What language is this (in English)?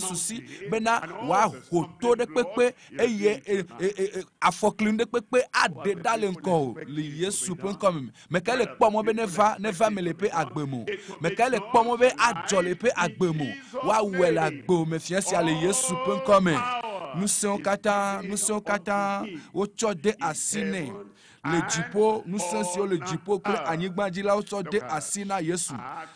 Ewe